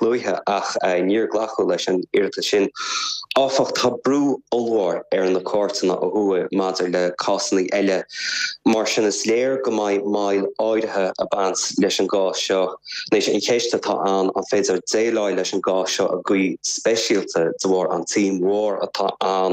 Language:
Irish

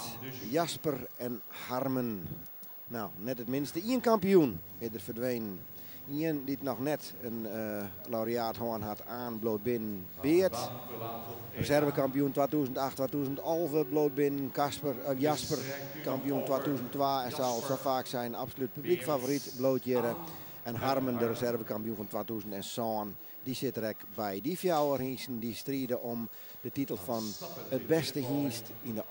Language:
Western Frisian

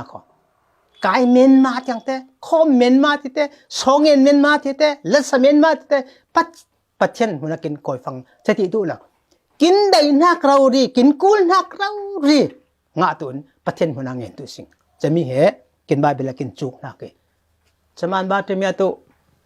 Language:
Falam Chin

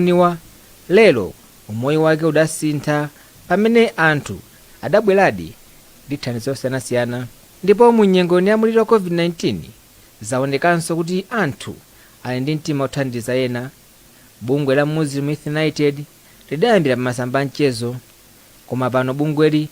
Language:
Nyanja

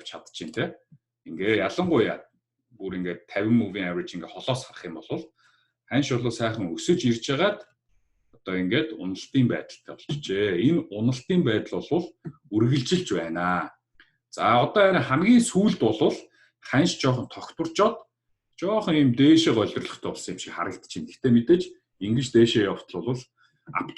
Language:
Mongolian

